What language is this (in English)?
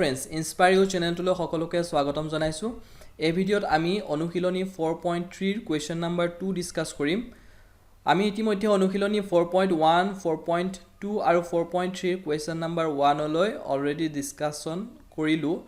Assamese